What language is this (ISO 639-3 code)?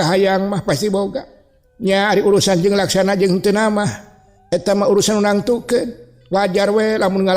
sun